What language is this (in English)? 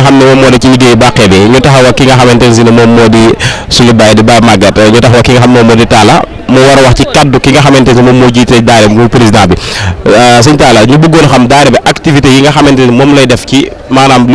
Wolof